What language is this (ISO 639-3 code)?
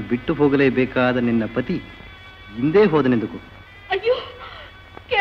kan